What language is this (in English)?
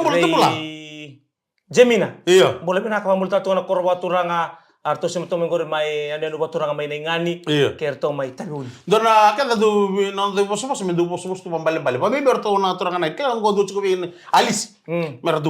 Fijian